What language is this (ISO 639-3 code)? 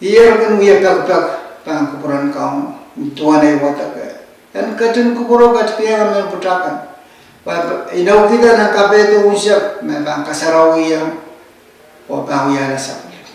pon